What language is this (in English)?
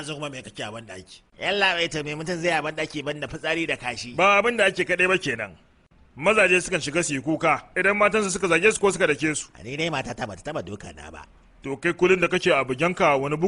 Hausa